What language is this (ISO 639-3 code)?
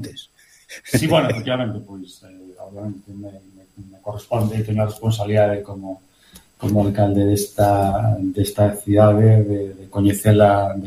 glg